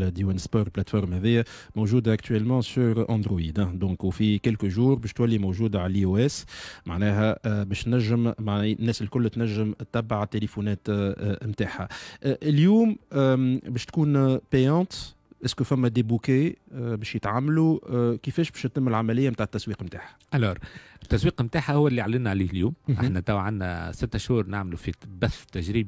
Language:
Tunisian Arabic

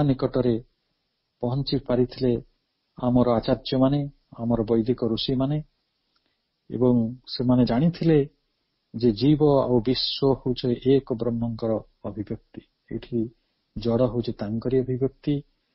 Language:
Odia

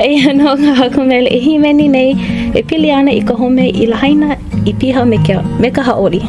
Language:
Hawaiian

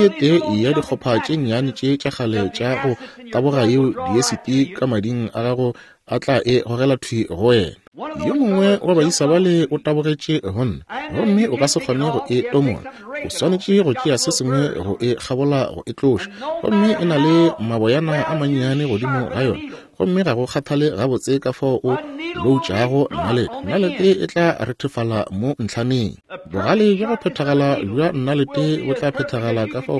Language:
Northern Sotho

